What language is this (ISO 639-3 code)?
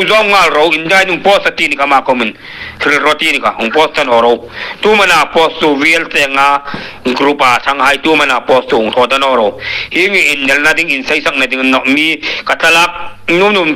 hmr